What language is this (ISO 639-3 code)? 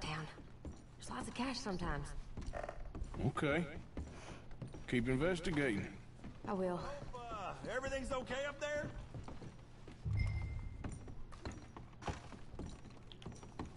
eng